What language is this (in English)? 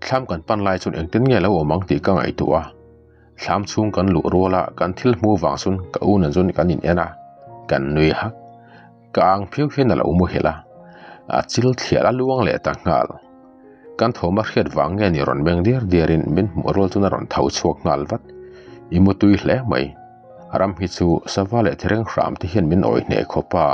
Mizo